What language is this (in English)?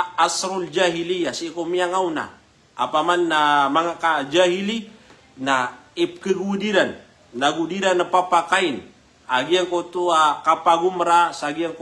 Maranao